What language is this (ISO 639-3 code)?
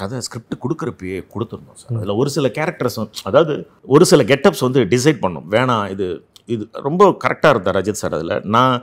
tam